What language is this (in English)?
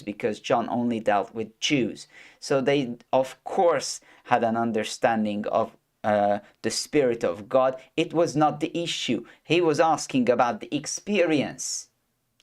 English